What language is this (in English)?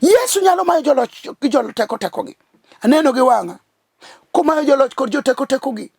Luo (Kenya and Tanzania)